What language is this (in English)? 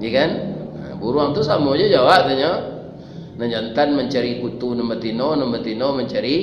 Minangkabau